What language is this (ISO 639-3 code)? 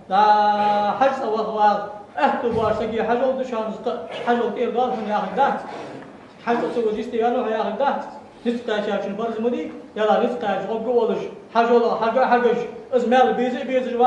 inh